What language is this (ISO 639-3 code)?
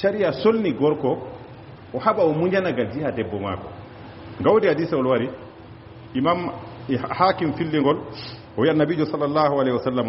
ful